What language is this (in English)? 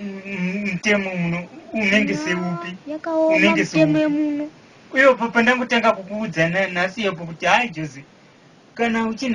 Shona